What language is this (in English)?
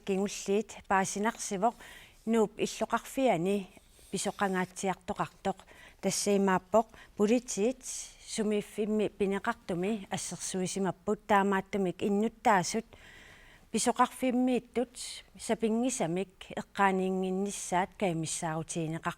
Kalaallisut